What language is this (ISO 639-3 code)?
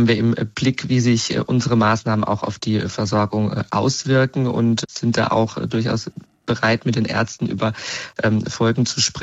deu